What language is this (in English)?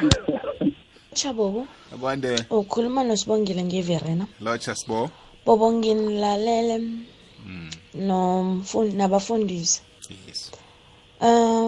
South Ndebele